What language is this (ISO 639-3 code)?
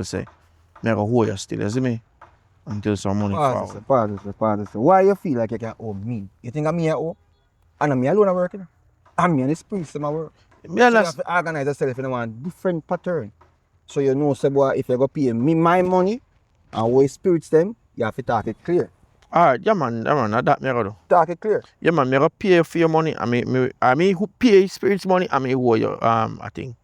jam